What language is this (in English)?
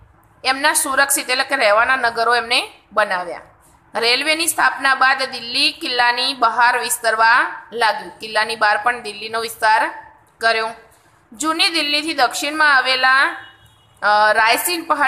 Gujarati